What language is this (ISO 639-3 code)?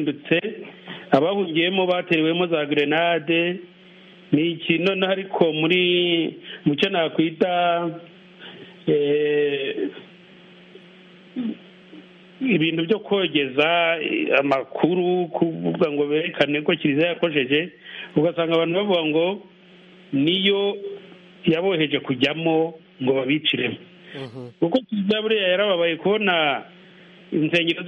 kin